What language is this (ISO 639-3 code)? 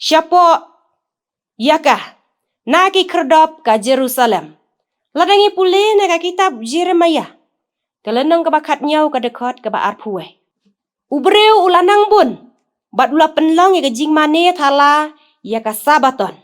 kha